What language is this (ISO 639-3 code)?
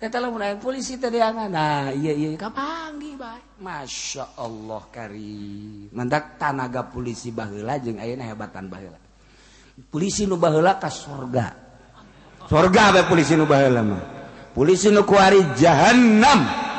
sun